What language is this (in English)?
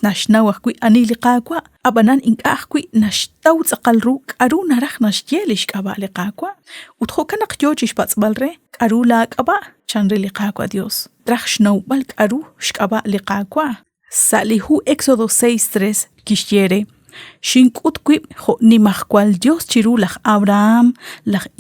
Kekchí